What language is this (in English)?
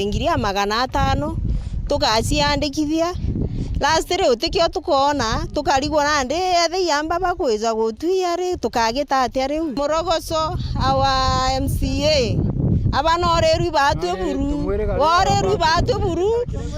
Meru